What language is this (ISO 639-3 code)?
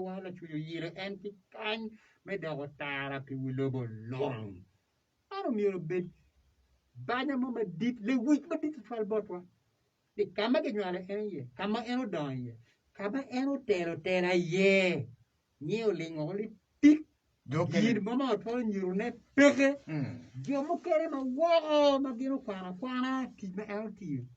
ach